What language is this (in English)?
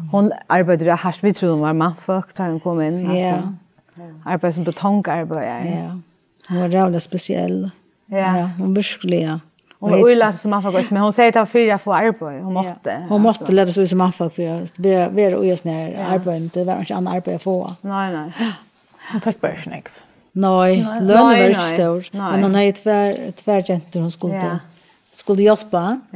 Faroese